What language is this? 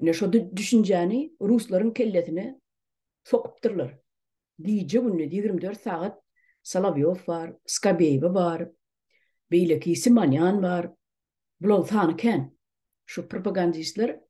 Turkmen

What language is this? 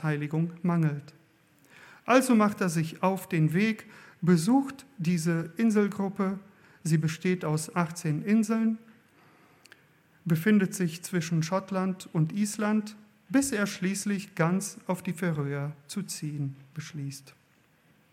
German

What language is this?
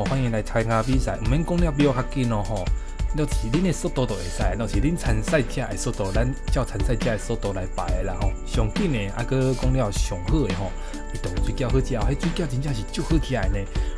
Min Nan Chinese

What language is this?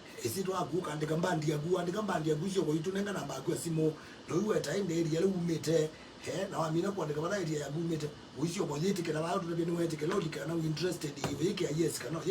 Kamba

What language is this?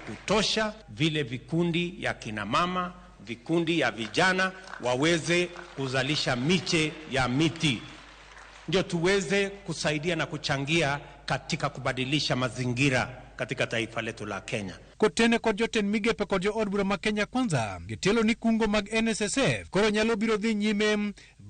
Luo (Kenya and Tanzania)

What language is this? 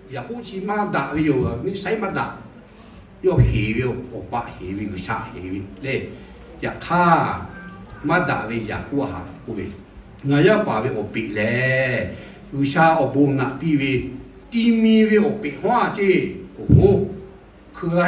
Lahu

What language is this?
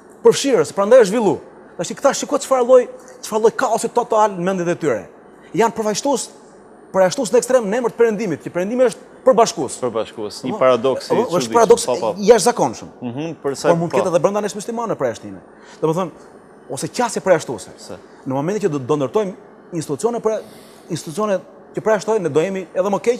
Albanian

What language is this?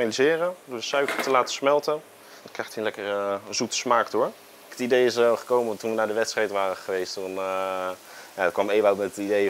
Dutch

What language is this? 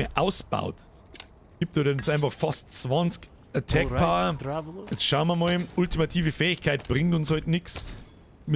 Bavarian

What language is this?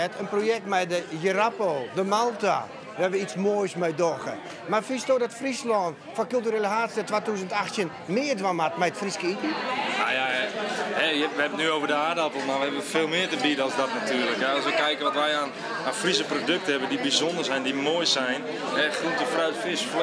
Western Frisian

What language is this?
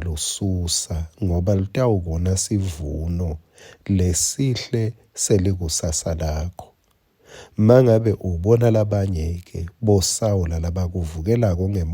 Swati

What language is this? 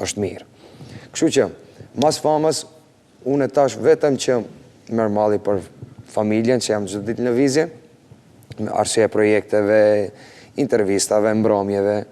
Albanian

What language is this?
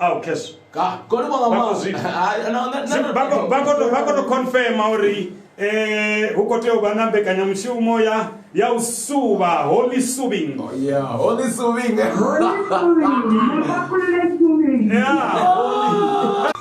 Venda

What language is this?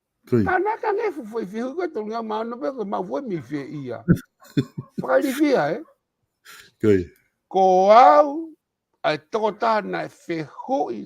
Tongan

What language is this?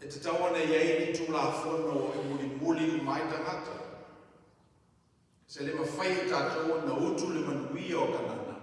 Samoan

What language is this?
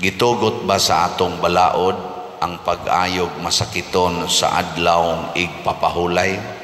Cebuano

